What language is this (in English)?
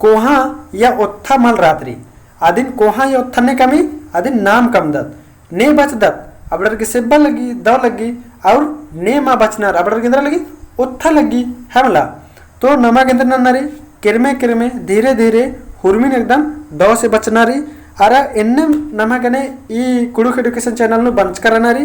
Kurukh